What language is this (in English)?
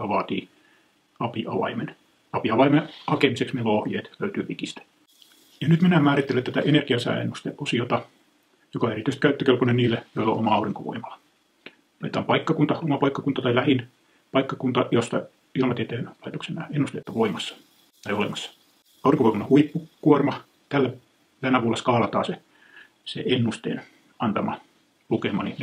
Finnish